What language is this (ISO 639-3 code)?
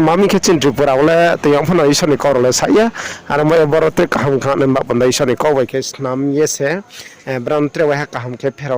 ria